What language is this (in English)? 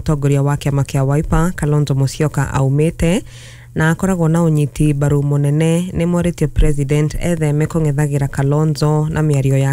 Kikuyu